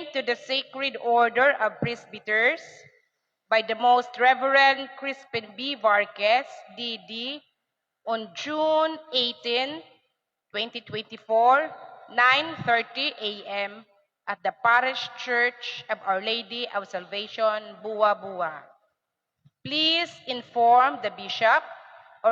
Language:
Waray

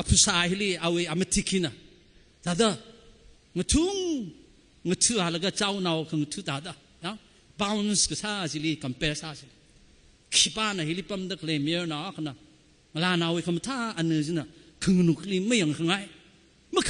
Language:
Tangkhul Naga (India)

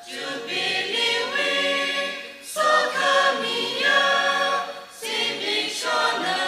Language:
Tangkhul Naga (India)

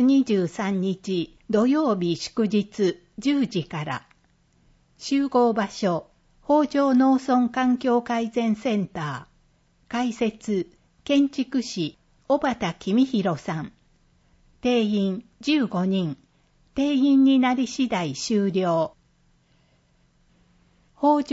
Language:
Japanese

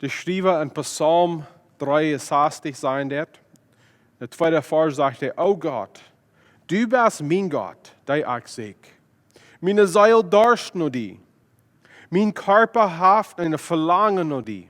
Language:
Plautdietsch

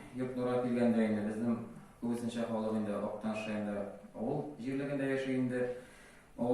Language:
Tatar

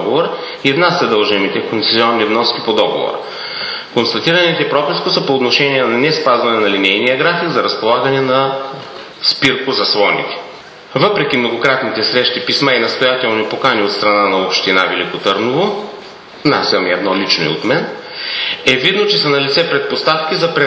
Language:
Bulgarian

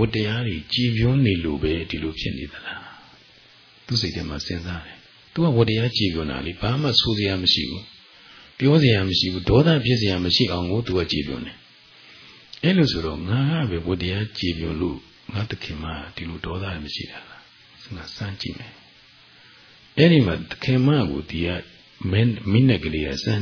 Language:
Burmese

